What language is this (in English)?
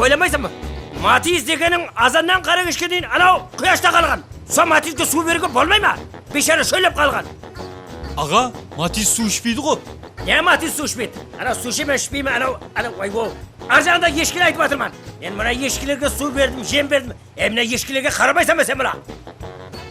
Kara-Kalpak